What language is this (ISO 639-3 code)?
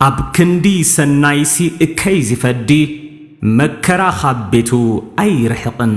tir